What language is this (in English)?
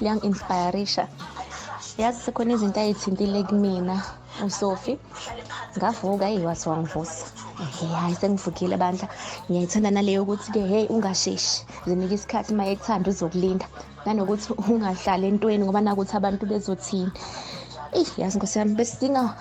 Zulu